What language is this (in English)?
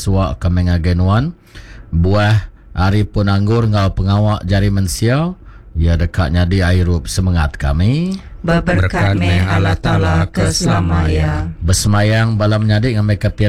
Iban